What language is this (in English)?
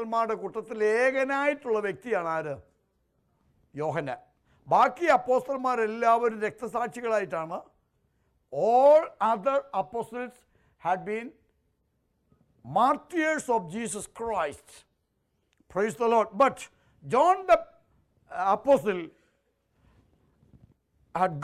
Malayalam